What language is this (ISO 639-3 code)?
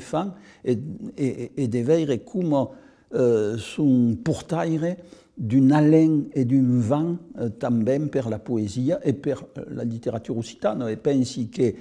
oci